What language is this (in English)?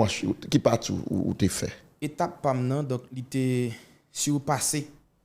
Haitian Creole